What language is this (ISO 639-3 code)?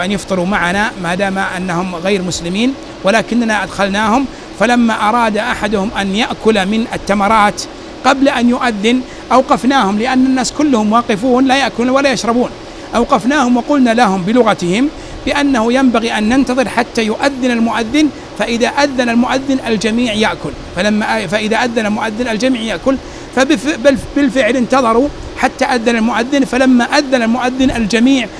ara